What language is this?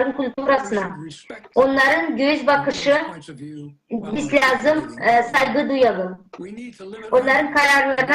Gagauz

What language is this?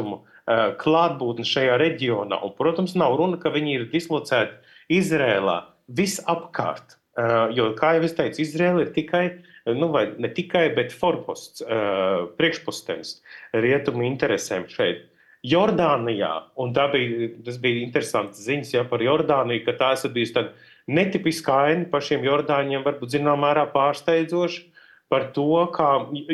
Latvian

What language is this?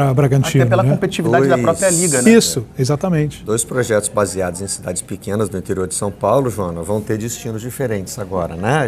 Portuguese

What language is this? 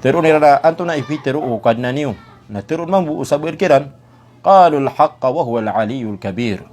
Maranao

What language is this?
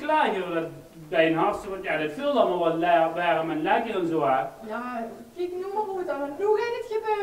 Limburgish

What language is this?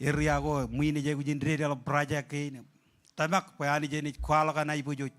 Marshallese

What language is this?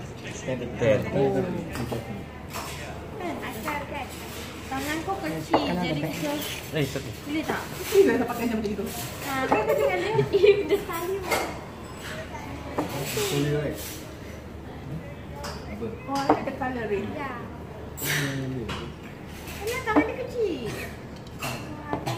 Malay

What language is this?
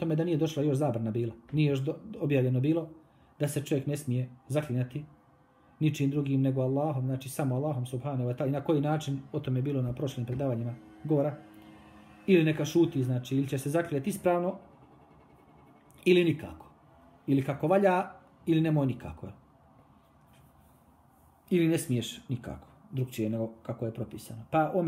Bosnian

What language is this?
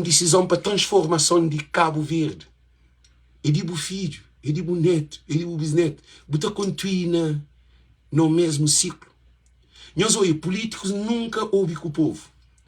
Kabuverdianu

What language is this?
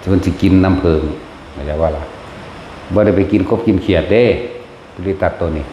Northeastern Thai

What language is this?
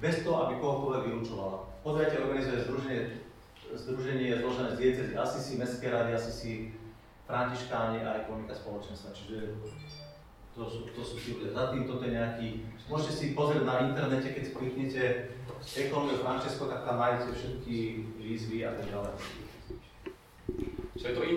Slovak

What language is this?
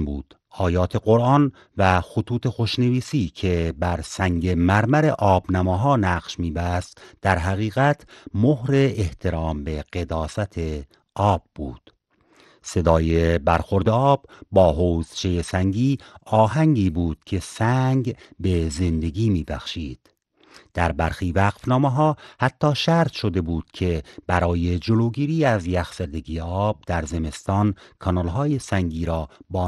Persian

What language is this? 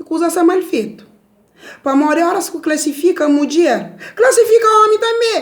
Kabuverdianu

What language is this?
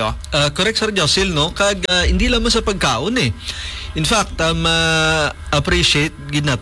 Hiligaynon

